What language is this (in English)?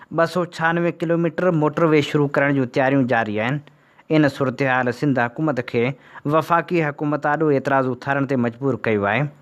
Sindhi